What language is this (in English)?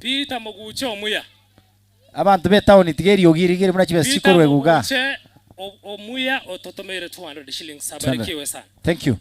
Gusii